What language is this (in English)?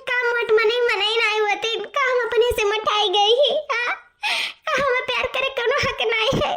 Awadhi